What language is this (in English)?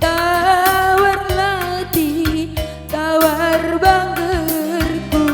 Batak Karo